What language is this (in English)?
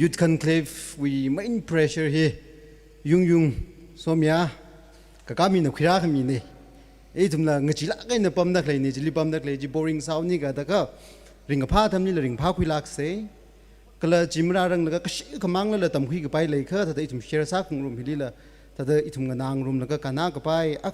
Tangkhul Naga (India)